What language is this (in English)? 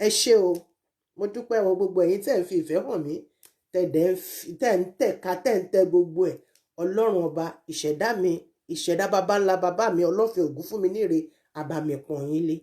Yoruba